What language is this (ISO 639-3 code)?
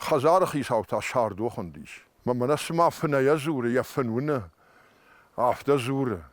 oss